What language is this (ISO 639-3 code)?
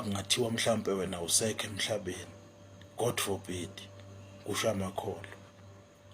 zul